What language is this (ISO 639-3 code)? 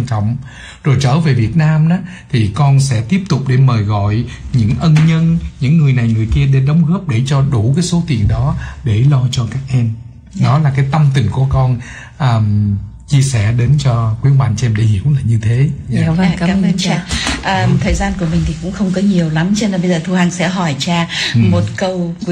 vie